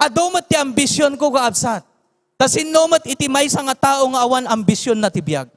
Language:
Iloko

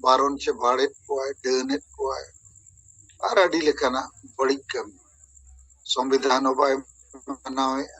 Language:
Santali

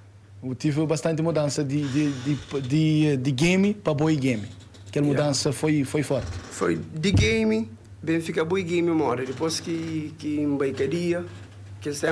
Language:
Kabuverdianu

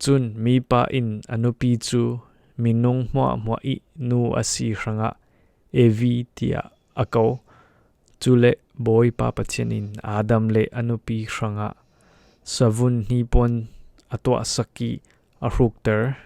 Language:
Falam Chin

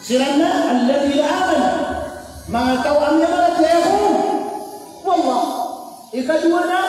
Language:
Maranao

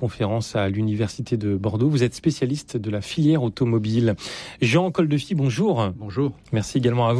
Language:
French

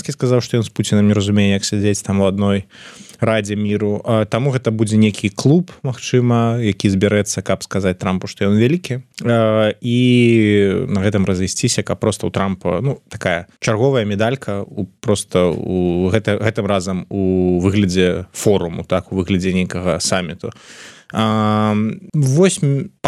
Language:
Belarusian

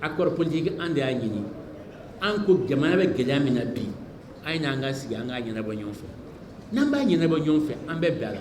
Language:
Bambara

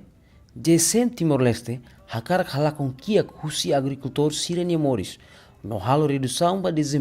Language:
Tetum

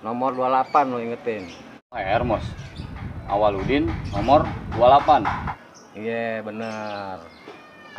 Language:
Betawi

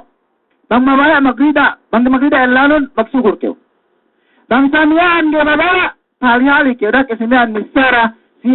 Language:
Yakan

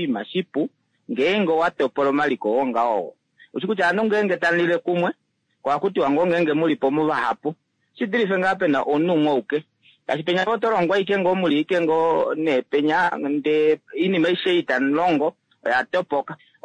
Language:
Kuanyama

